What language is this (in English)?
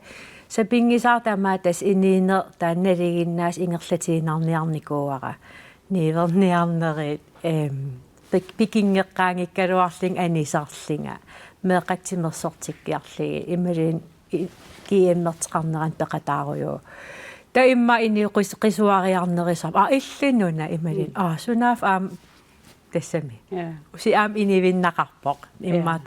Kalaallisut